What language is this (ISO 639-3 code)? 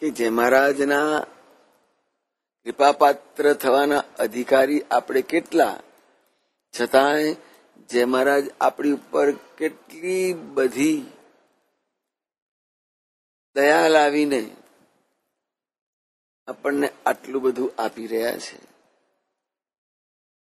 guj